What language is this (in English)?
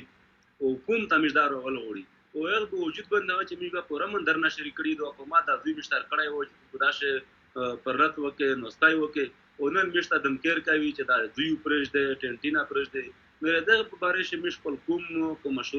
Pashto